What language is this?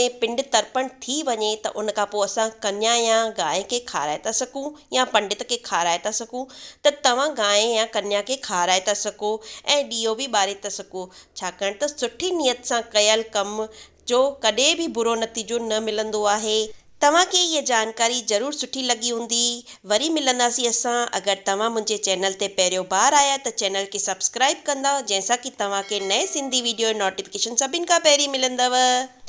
Sindhi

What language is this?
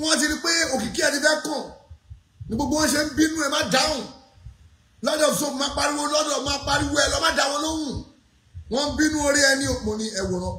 Yoruba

